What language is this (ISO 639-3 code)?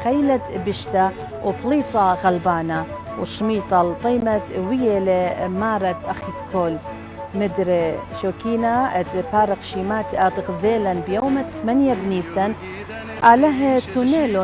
aii